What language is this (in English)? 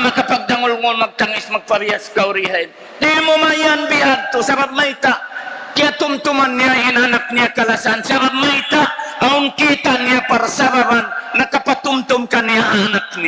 Tausug